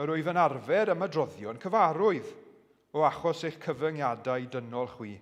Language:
Welsh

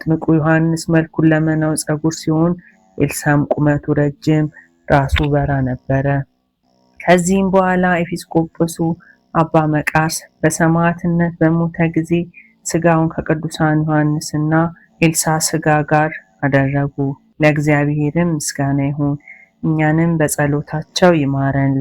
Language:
Amharic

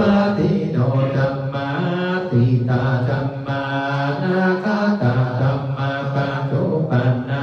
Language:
Pali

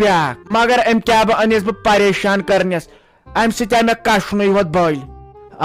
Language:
Kashmiri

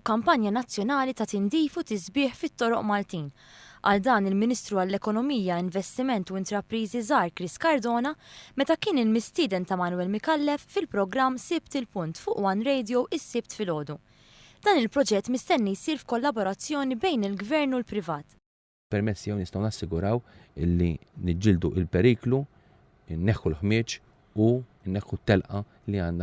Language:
Maltese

